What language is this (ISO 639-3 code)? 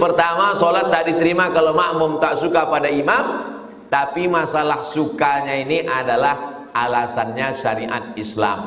ind